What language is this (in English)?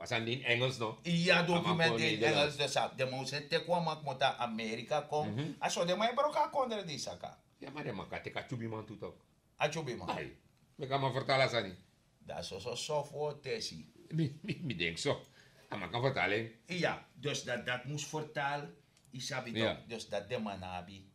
Sranan Tongo